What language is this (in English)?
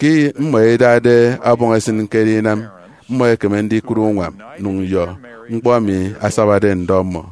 Efik